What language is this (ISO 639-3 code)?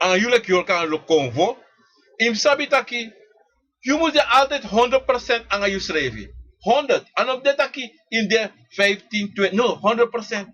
srn